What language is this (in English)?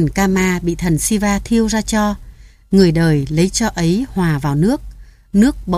Vietnamese